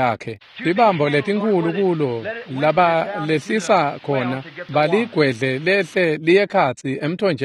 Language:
Swati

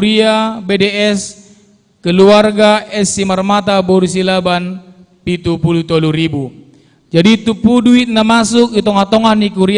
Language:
Batak Simalungun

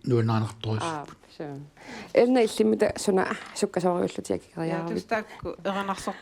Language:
Kalaallisut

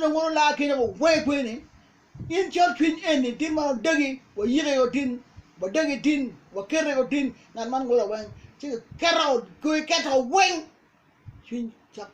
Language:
Acoli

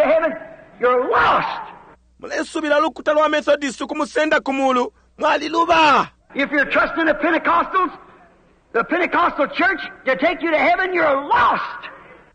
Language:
Bemba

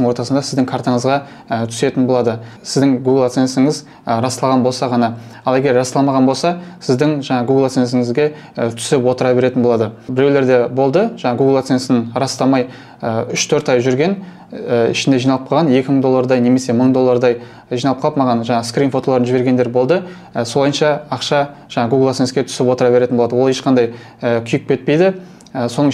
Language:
Kazakh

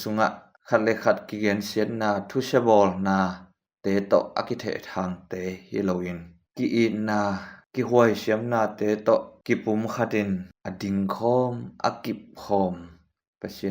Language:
Tedim Chin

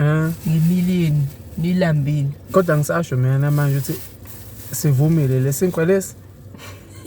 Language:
Zulu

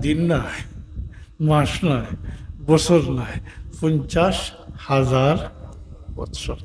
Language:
Sylheti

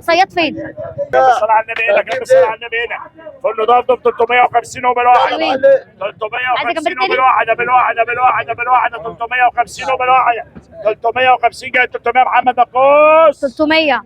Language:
Egyptian Arabic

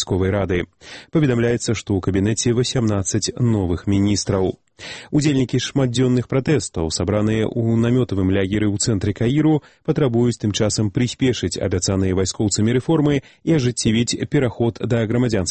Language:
Belarusian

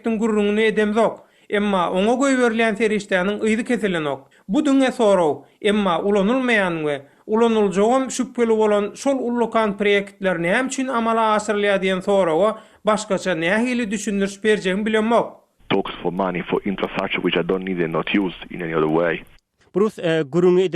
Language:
Turkmen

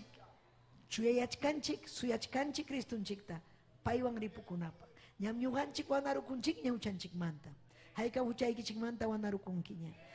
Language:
Ayacucho Quechua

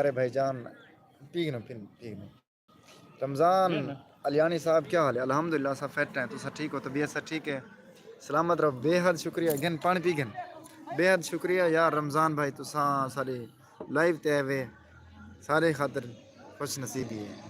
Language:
Saraiki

